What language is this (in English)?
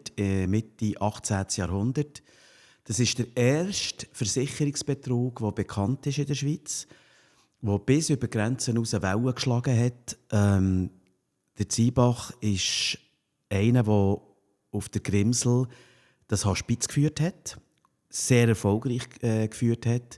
Swiss German